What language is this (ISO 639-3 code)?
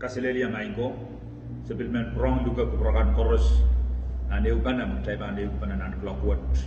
pon